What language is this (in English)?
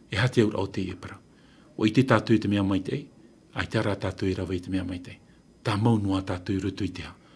Tahitian